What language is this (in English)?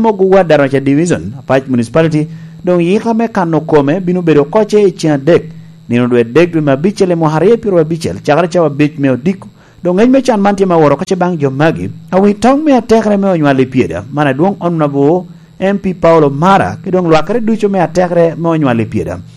Lango (Uganda)